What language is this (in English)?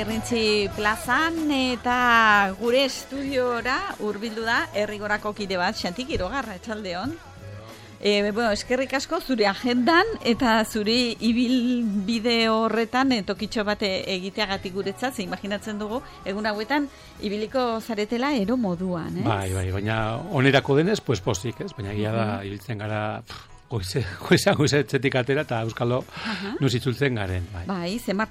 Basque